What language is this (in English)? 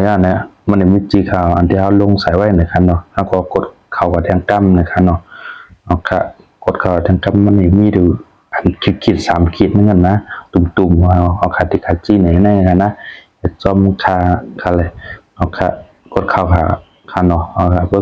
Shan